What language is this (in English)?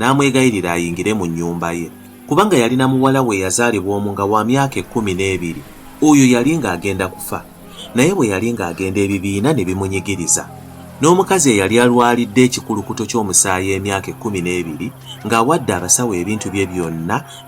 Ganda